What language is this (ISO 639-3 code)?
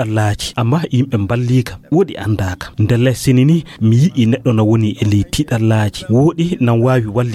ful